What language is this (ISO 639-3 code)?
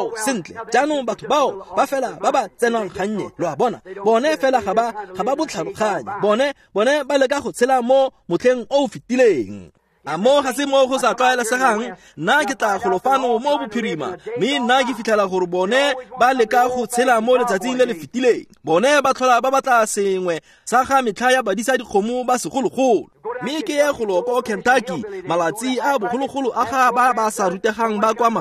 tsn